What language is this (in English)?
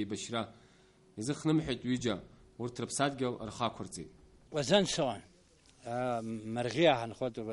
Abkhazian